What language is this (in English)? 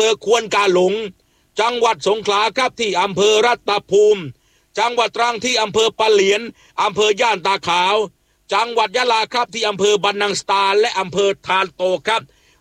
Thai